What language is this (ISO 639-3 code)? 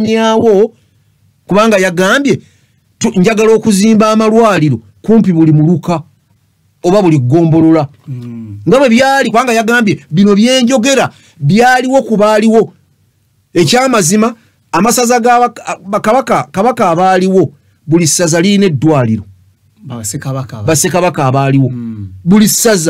lug